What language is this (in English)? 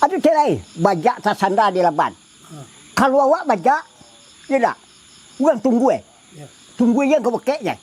Minangkabau